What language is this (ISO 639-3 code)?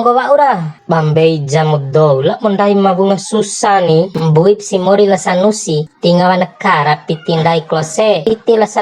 bhp